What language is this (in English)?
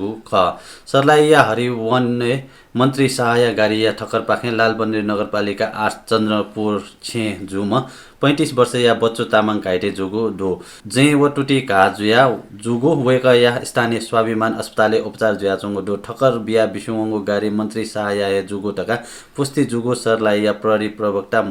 Newari